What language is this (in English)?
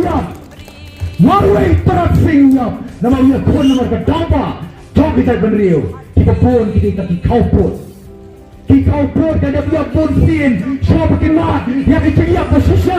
Khasi